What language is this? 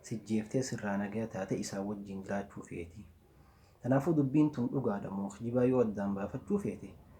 Oromo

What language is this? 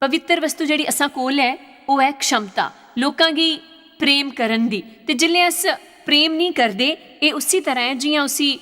Dogri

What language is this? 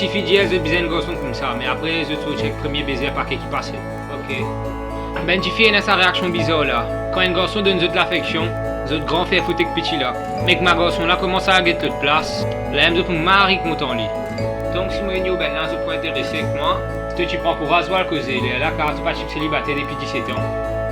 Morisyen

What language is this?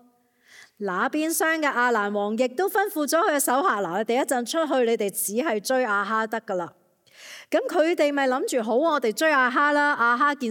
Cantonese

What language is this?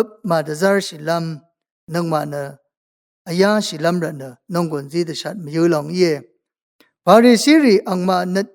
Rawang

